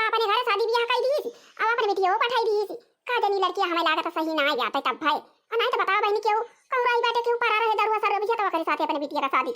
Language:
Awadhi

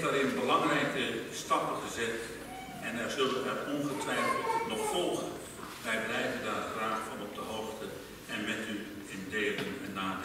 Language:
Dutch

